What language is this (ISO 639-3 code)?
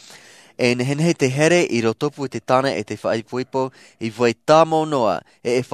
tah